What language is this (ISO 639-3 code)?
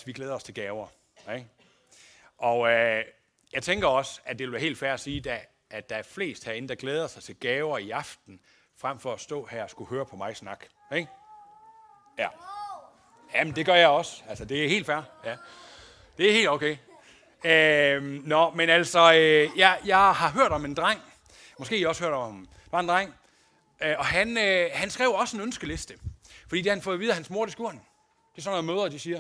dan